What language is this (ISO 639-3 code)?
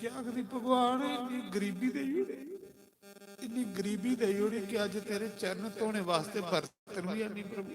doi